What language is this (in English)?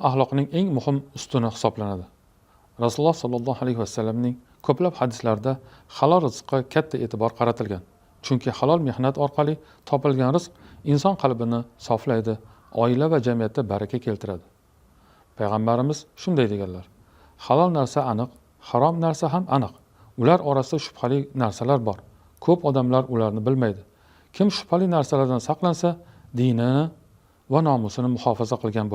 Uzbek